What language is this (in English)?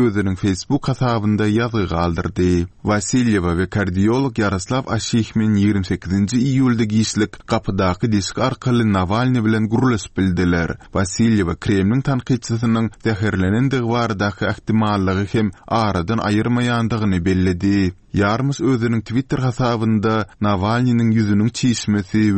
Turkmen